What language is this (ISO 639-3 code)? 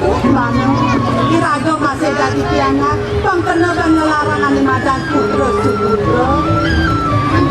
ban